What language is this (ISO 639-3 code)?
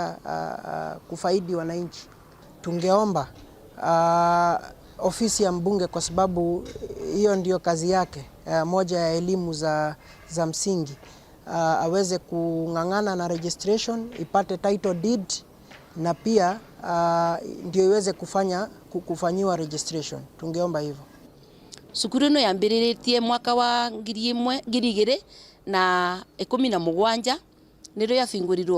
mer